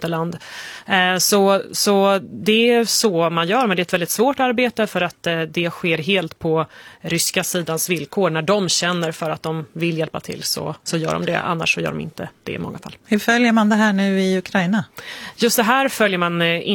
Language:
Swedish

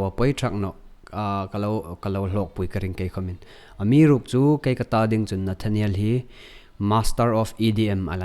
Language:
Hmar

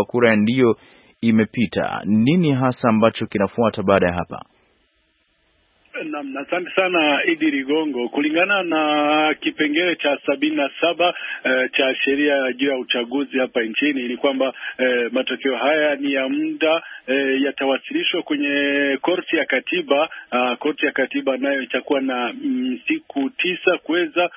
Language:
Swahili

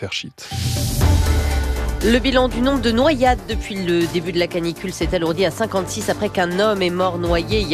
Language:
French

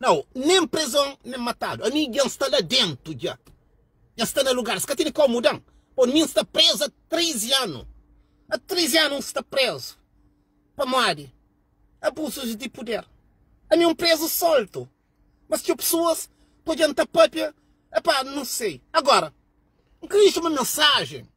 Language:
Kabuverdianu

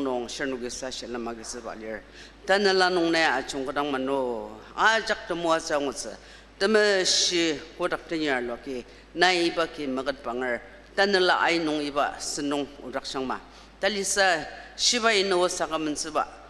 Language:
Ao Naga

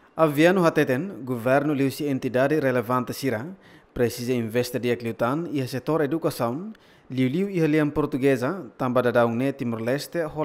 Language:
Tetum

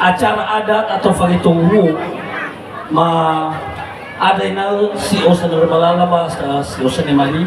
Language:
Nias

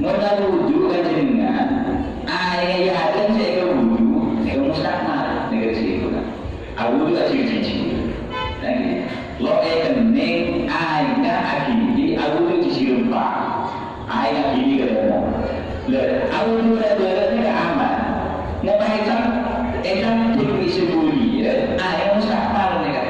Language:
Madurese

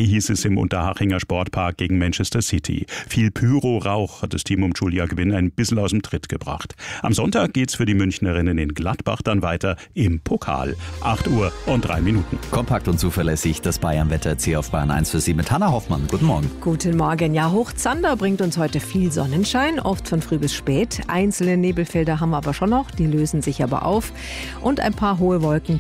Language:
German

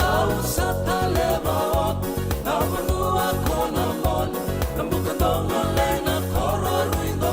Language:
Fijian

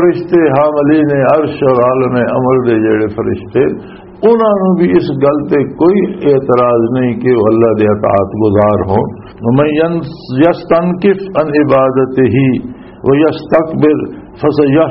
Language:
Western Panjabi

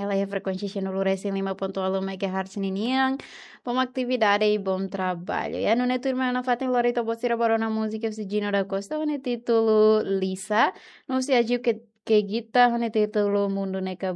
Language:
Tetum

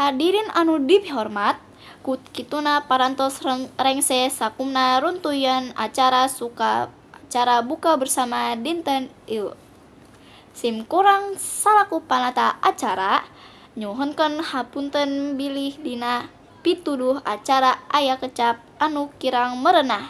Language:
Sundanese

